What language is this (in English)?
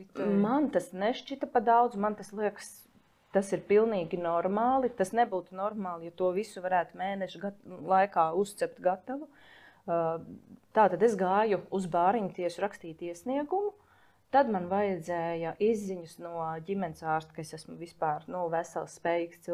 Latvian